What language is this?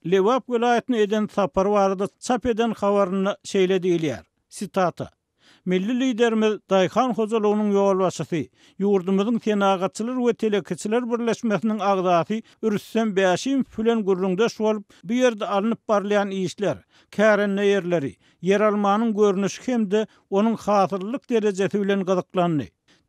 Turkmen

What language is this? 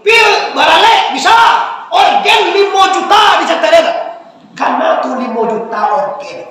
Minangkabau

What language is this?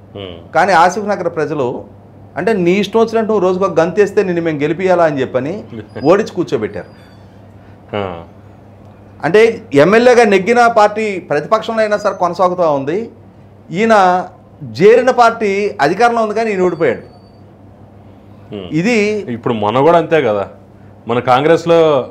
Telugu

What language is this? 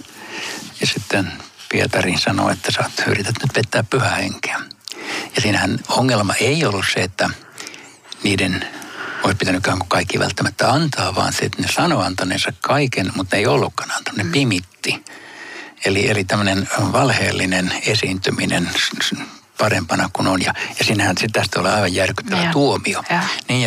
Finnish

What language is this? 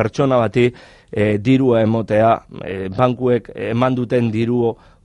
Basque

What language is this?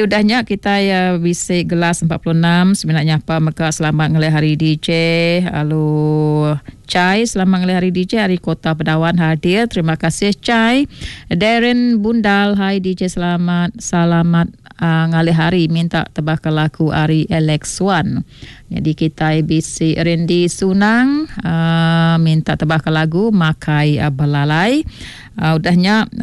Iban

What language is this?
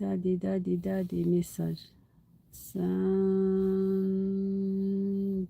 Algerian Arabic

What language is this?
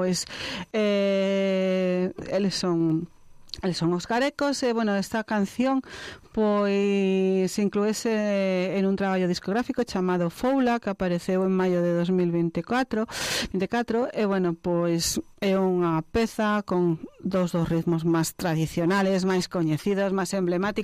Galician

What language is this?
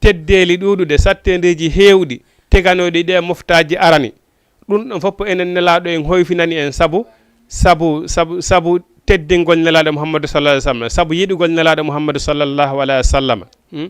Fula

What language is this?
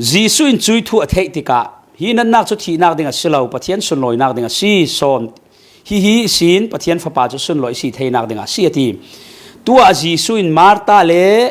Falam Chin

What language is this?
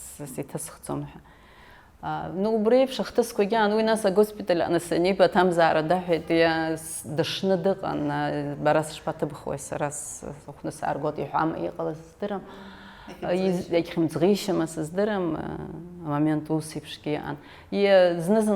Abkhazian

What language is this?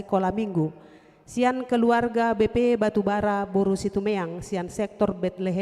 Batak Toba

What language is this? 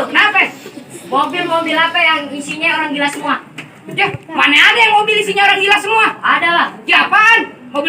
Betawi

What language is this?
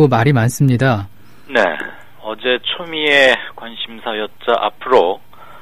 Korean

